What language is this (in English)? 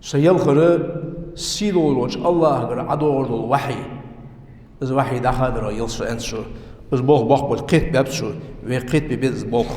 Ingush